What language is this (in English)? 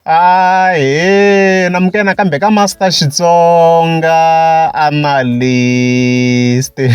Tsonga